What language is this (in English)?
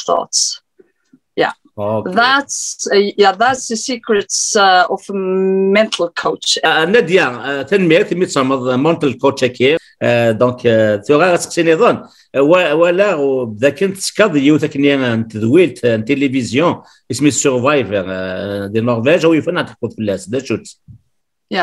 Kabyle